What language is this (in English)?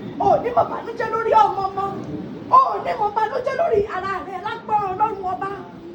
Yoruba